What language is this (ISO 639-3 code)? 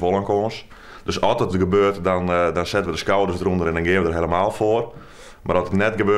fry